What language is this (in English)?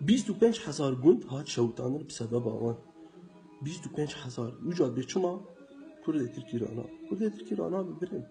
Kurdish